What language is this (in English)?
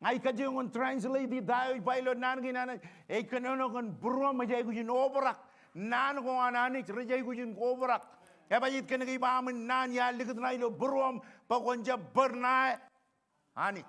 Marshallese